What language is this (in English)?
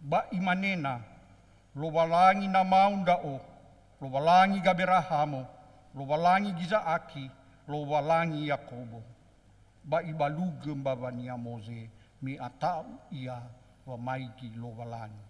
Nias